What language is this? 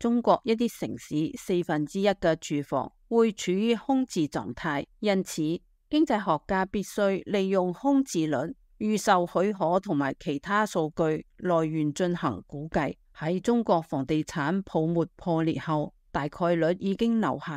Cantonese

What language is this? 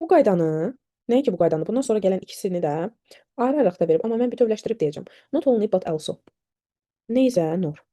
Azerbaijani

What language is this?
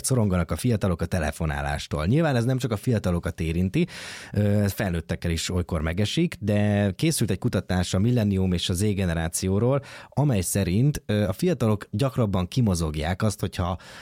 Hungarian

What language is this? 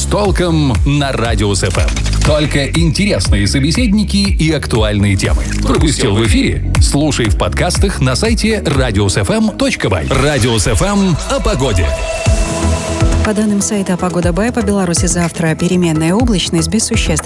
Russian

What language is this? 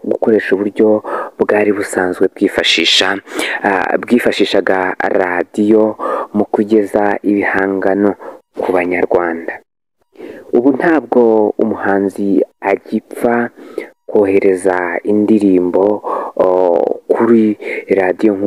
Kinyarwanda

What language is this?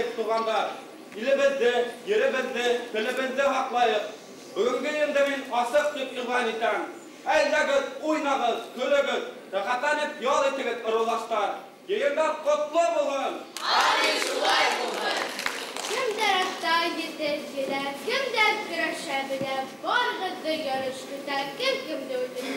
Bashkir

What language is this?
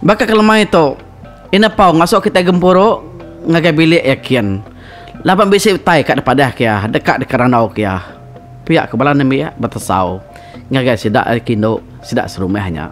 Iban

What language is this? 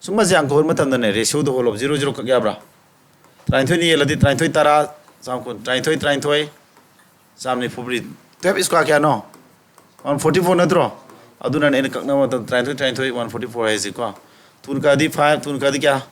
Manipuri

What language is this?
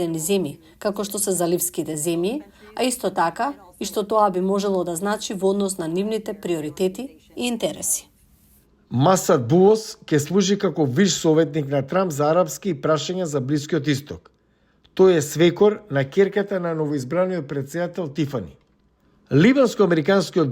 Macedonian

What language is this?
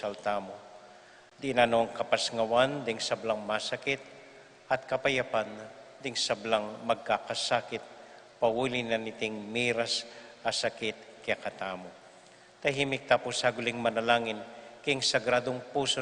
Pampanga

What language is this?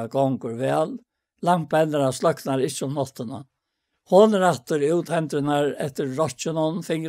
Faroese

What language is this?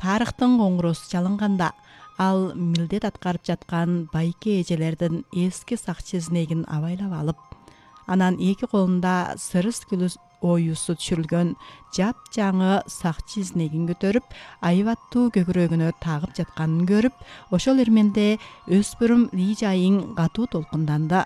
Kyrgyz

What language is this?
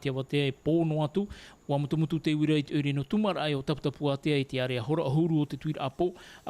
Tahitian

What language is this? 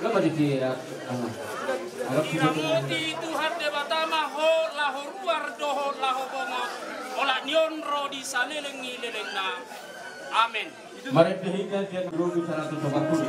Batak Toba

